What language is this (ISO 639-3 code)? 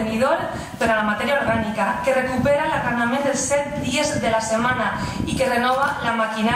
cat